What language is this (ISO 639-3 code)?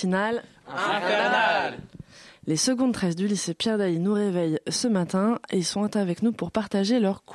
fra